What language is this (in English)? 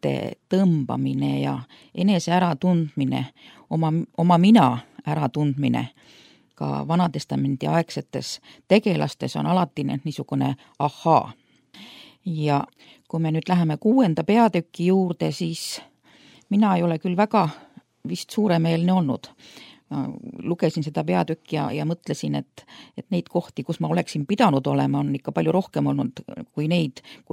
Estonian